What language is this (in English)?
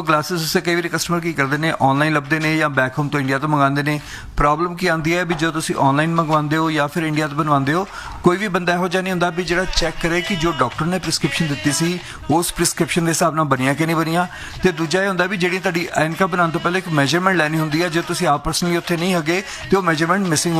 Punjabi